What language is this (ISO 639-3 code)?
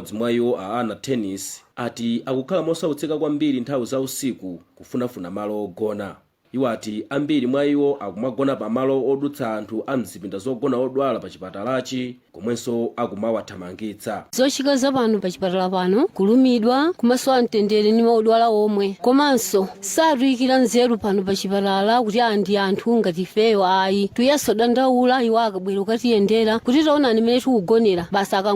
nya